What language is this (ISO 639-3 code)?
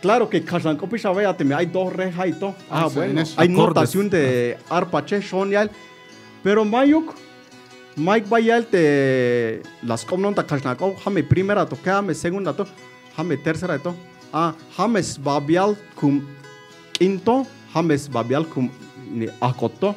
tzh